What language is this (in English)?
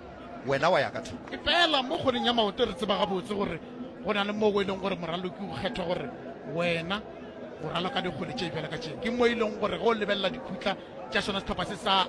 Northern Sotho